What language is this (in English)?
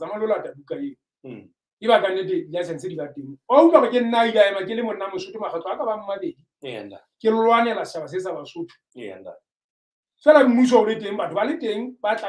Southern Sotho